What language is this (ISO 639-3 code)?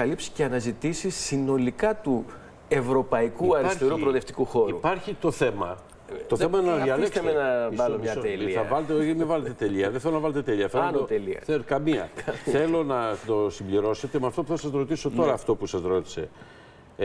ell